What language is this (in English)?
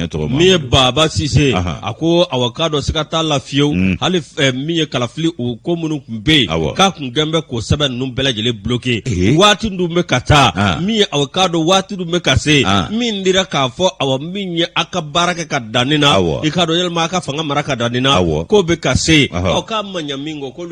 Bambara